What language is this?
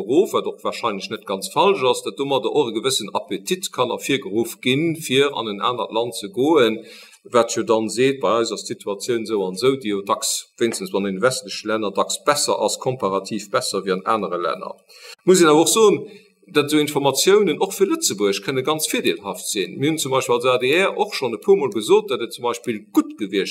Luxembourgish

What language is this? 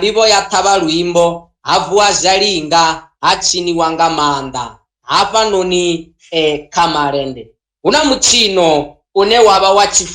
Venda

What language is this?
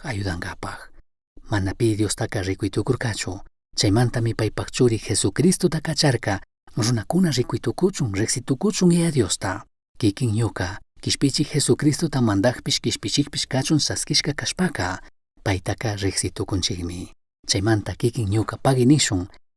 Chimborazo Highland Quichua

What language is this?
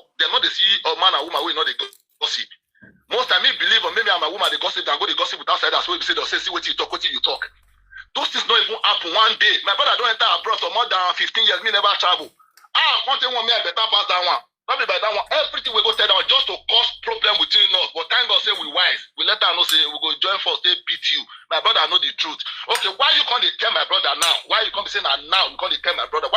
Nigerian Pidgin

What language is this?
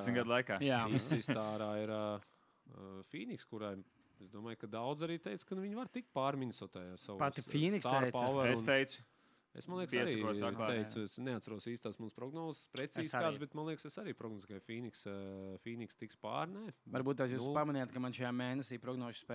Latvian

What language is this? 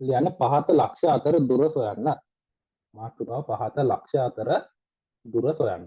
Sinhala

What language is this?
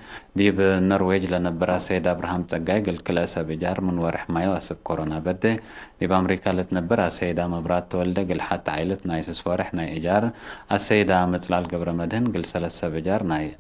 Tigre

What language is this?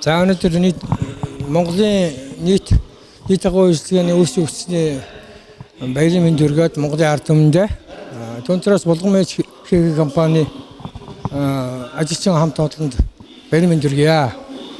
Mongolian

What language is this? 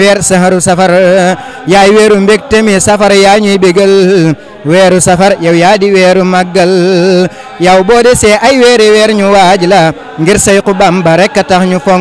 Wolof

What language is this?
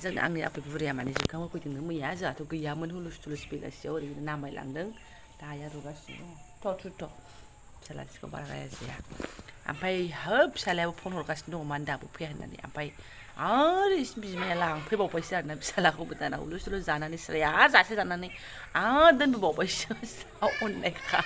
Bodo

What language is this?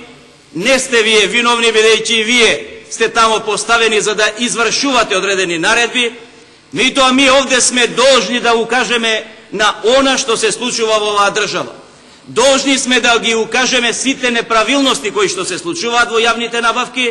Macedonian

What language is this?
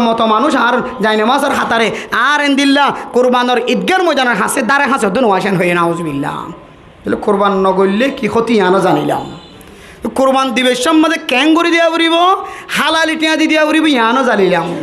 Rohingya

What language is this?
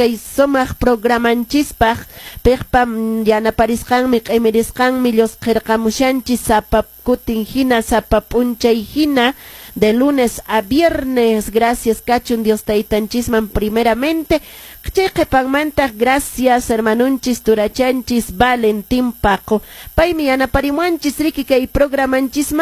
Quechua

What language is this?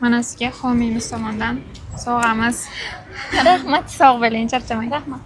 Uzbek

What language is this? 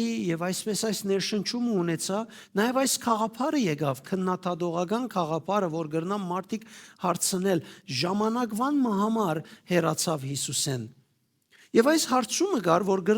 Western Armenian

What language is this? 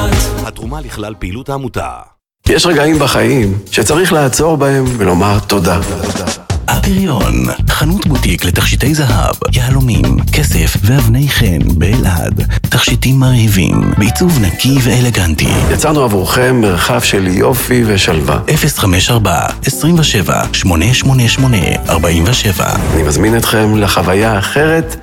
Hebrew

